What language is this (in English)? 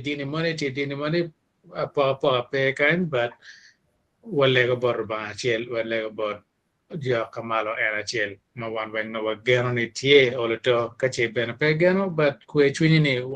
Acoli